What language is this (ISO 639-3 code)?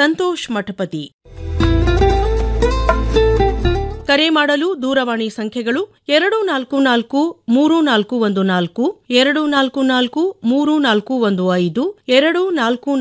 kan